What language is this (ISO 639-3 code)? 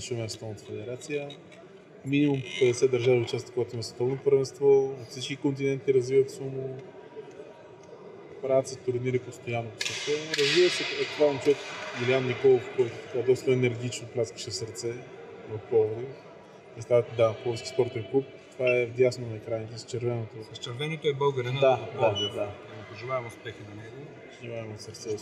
bul